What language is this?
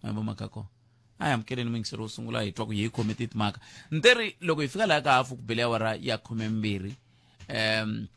Tsonga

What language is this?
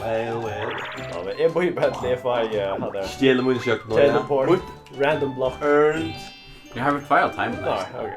Faroese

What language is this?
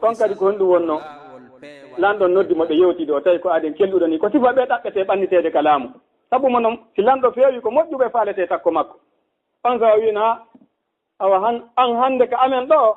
Fula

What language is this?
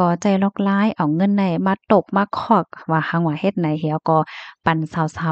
Shan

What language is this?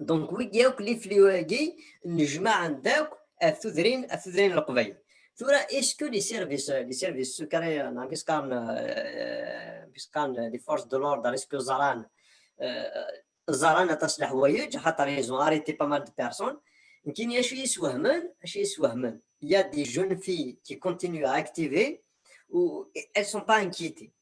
Kabyle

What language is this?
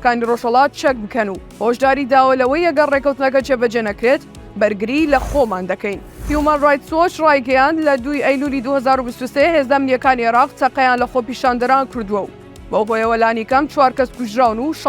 Central Kurdish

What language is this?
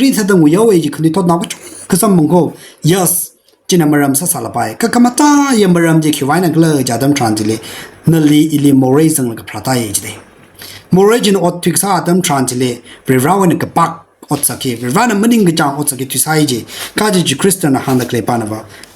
Tangkhul Naga (India)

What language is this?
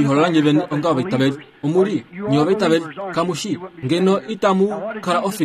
Kuanyama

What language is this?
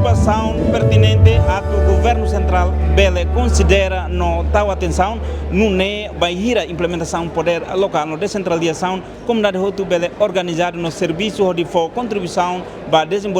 Tetum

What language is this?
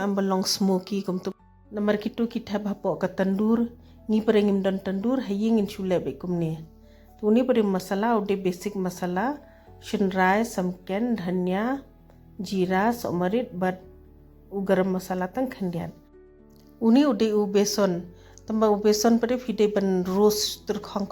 Khasi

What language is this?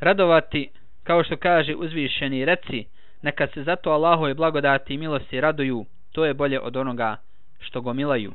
Bosnian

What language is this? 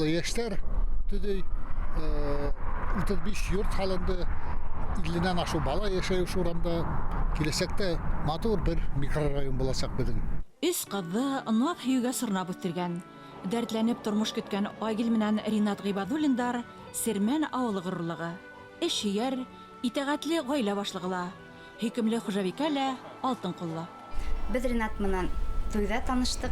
Bashkir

